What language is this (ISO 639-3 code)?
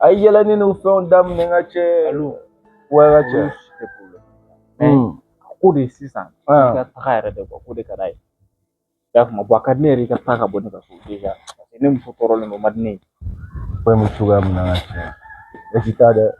bam